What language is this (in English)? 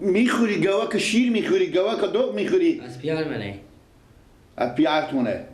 Persian